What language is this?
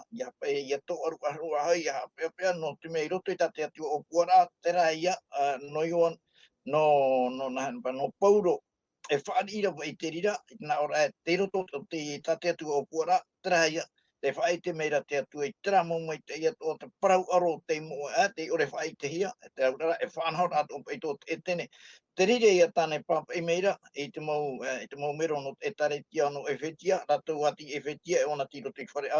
Tahitian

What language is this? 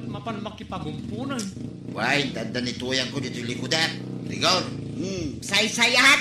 Iloko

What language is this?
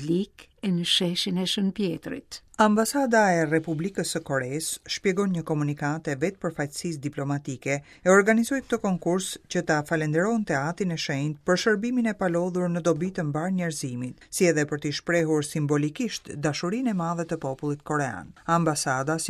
Albanian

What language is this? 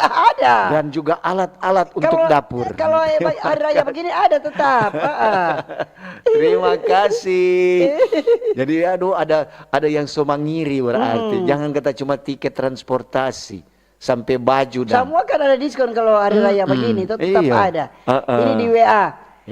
Manado Malay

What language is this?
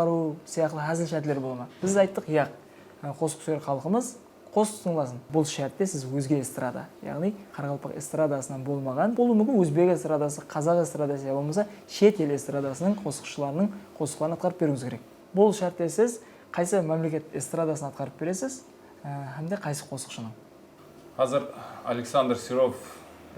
Kara-Kalpak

